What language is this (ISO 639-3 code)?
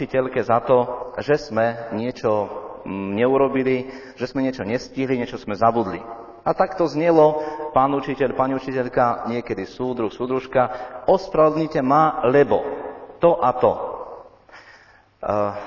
slk